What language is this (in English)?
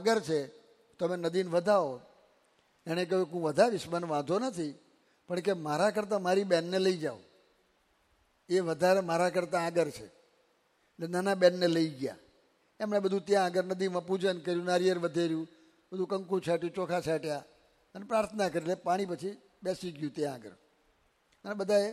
Gujarati